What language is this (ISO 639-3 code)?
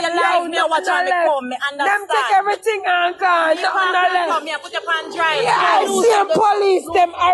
jam